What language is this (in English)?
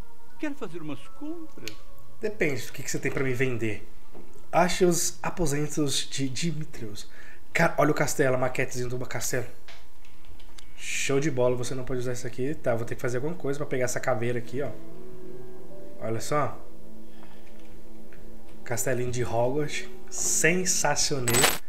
Portuguese